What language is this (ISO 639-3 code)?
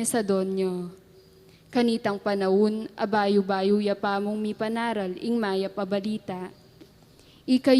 pam